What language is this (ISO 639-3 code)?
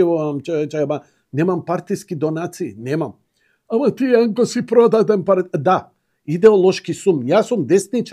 mkd